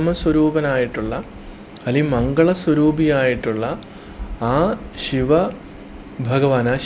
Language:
Malayalam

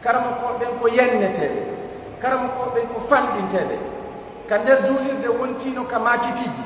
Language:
Pular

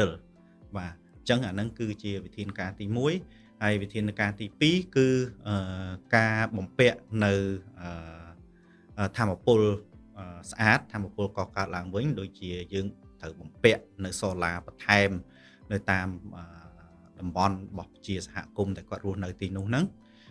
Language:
Khmer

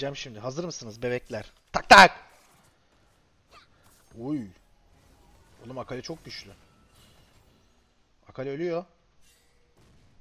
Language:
Turkish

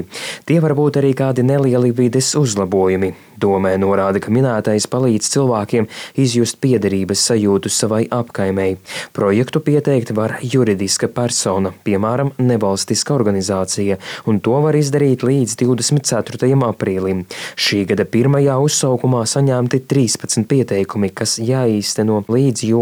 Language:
Latvian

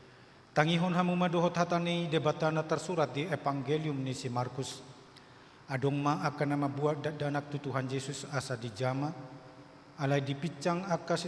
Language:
Batak Toba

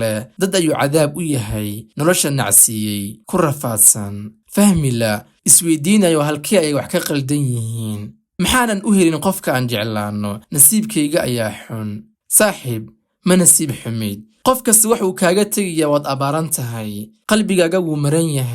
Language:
Somali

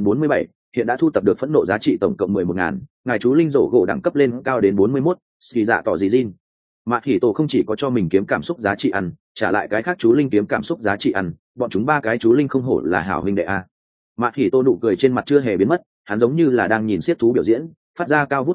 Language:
Vietnamese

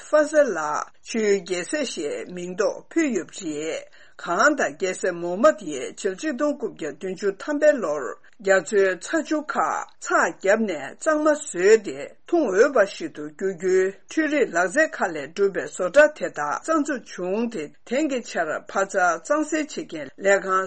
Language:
Tibetan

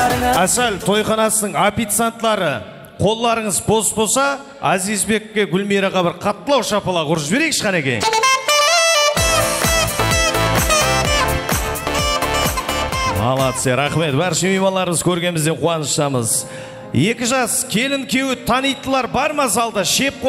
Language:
Kara-Kalpak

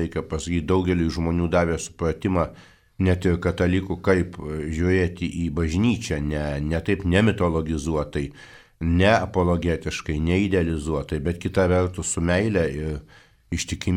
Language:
Lithuanian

